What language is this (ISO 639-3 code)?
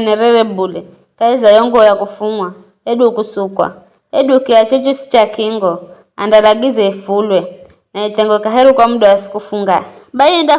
nyf